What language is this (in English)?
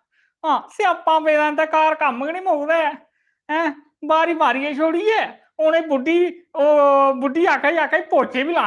Dogri